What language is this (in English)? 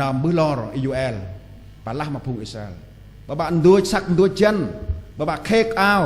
Central Mnong